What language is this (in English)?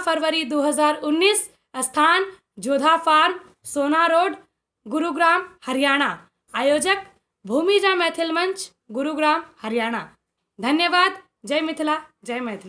Maithili